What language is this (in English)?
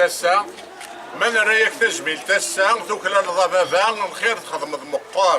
Kabyle